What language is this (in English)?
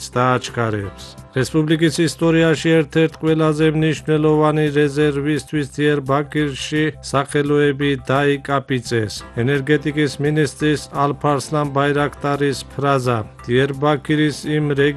Georgian